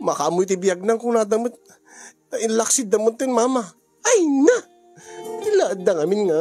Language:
Iloko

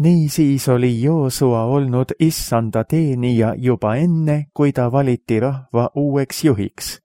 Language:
Estonian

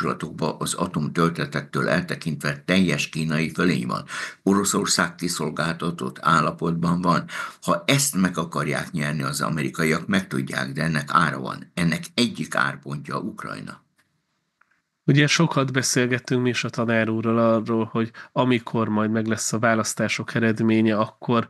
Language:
Hungarian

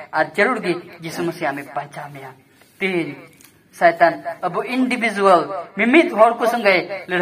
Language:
Santali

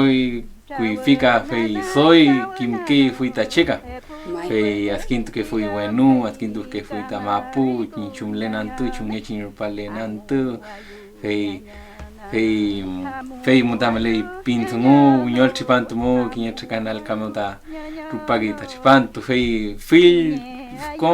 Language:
Mapuche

